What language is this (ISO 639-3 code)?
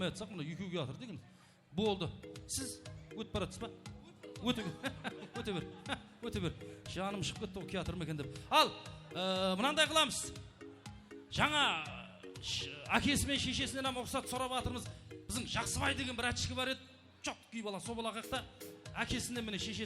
kaa